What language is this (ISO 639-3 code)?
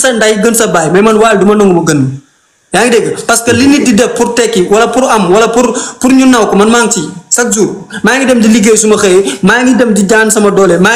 wol